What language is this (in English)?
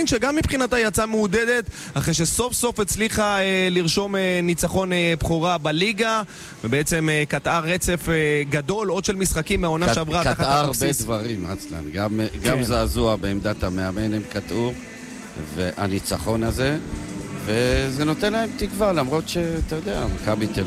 Hebrew